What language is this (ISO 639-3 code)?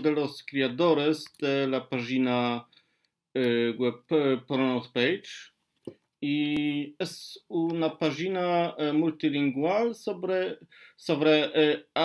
lad